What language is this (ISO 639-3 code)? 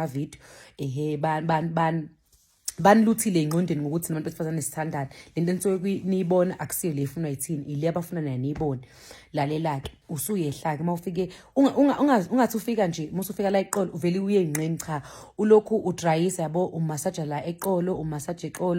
zul